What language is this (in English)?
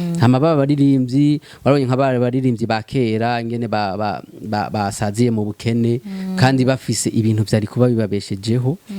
Rundi